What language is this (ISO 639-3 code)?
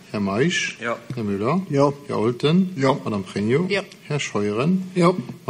ltz